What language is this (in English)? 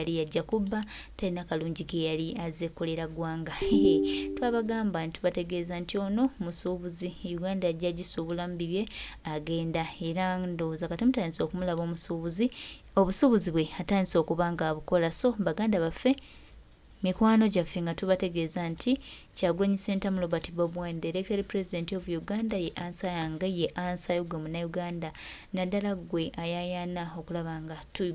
Ganda